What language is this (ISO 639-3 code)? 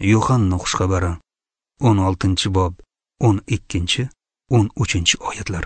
uzb